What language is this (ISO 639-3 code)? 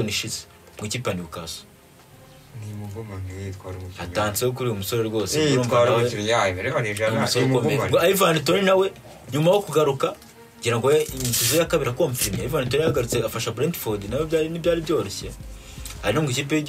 kin